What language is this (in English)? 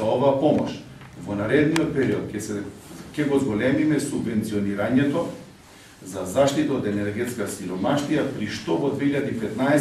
Macedonian